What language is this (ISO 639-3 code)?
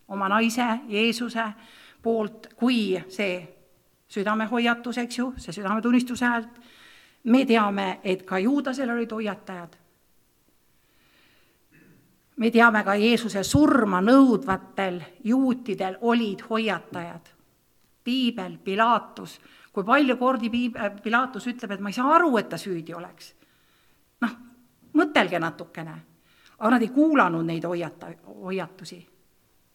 est